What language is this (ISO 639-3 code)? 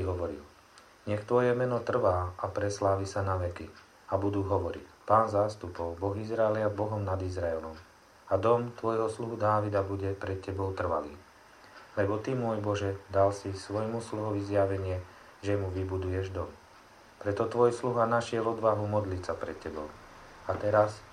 slk